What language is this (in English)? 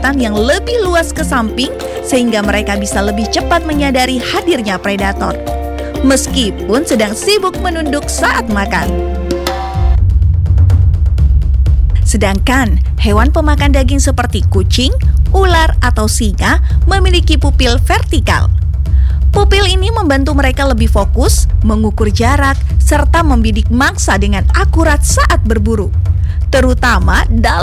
Indonesian